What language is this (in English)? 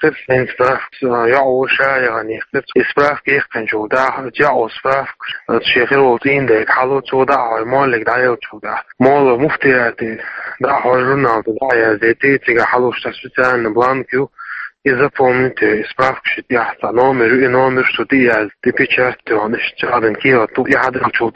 Chechen